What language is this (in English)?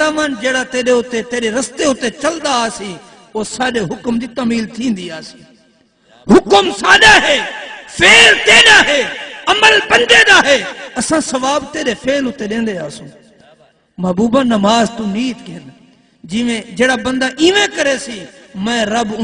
Saraiki